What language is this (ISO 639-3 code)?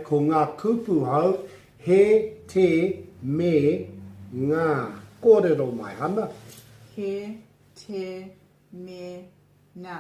mri